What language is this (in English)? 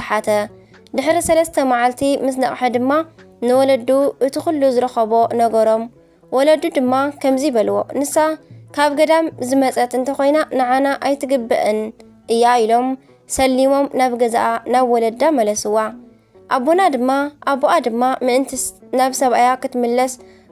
Tigrinya